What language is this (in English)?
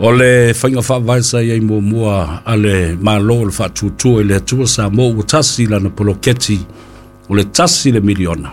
Samoan